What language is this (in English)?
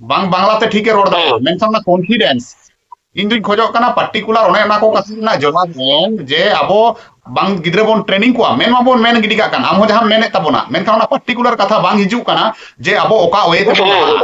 Santali